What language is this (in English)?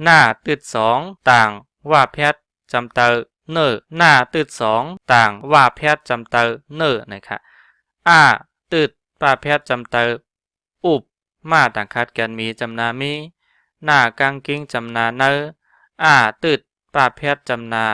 Shan